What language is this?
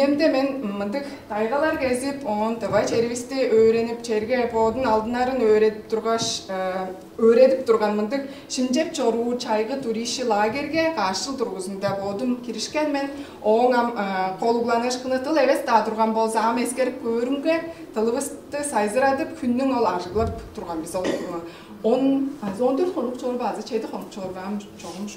Tuvinian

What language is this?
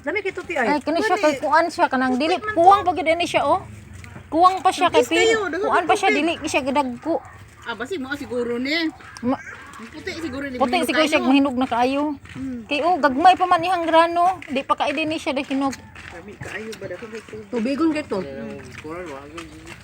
Cebuano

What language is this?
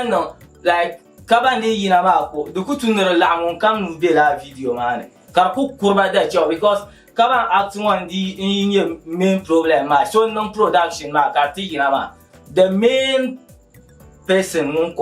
Dagbani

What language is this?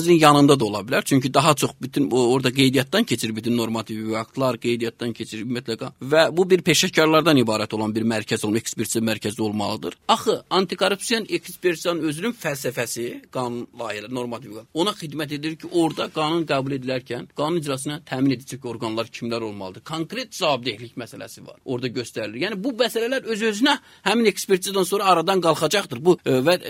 Azerbaijani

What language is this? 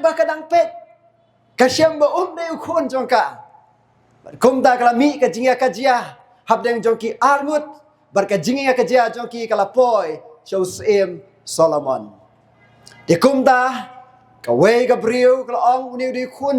Khasi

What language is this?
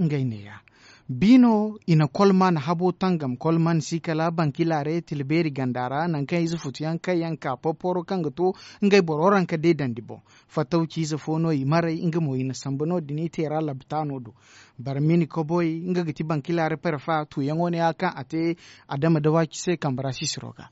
Zarma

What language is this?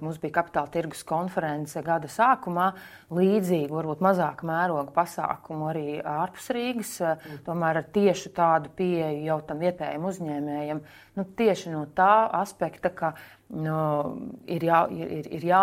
Latvian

